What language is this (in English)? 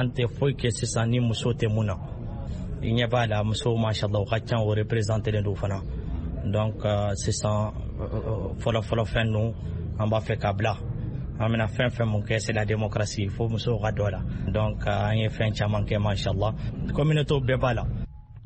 Bambara